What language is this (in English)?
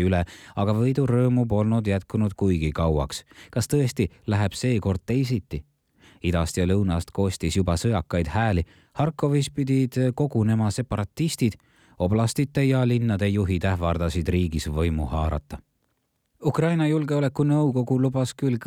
Estonian